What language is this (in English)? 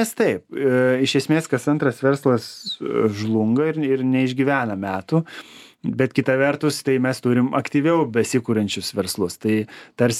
Lithuanian